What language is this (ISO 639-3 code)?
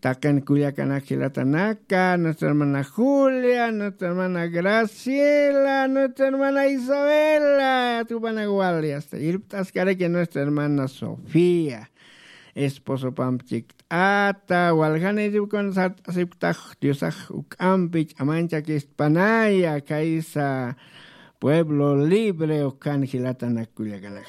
aym